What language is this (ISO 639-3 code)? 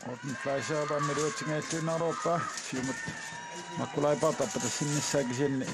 kal